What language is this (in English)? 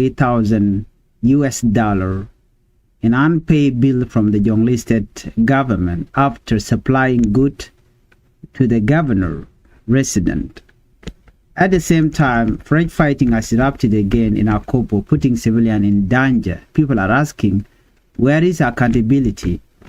Nuer